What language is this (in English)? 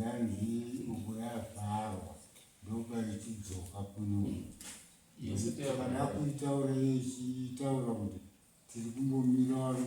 Shona